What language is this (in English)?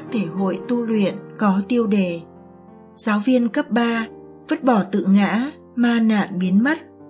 Vietnamese